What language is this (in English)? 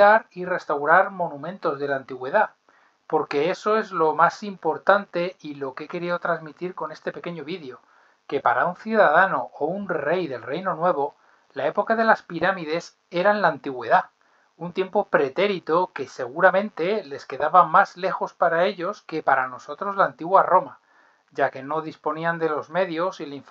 Spanish